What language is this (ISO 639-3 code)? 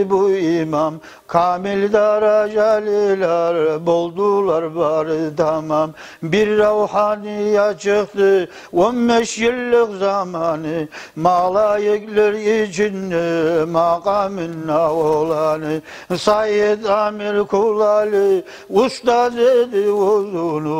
kum